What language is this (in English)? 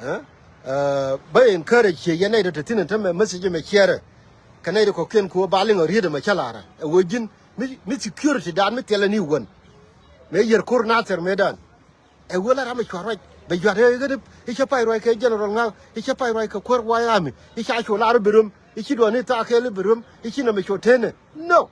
Nuer